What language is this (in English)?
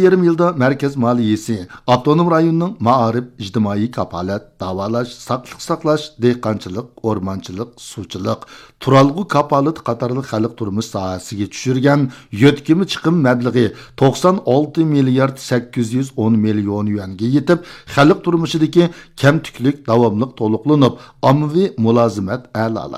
Uyghur